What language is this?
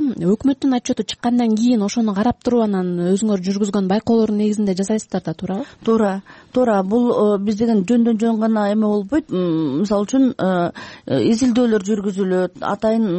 Kyrgyz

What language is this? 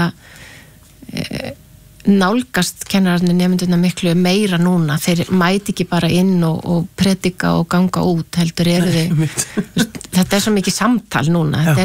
Icelandic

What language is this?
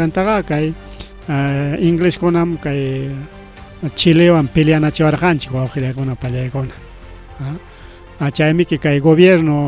Ayacucho Quechua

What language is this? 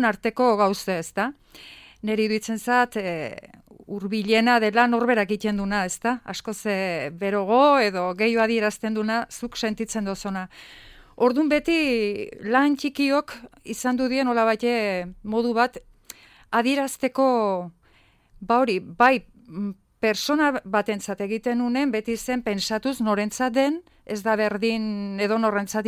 Basque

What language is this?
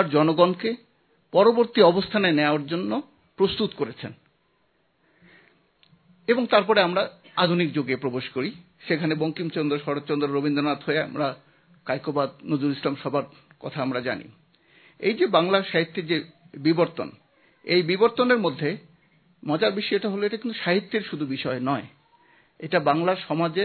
Bangla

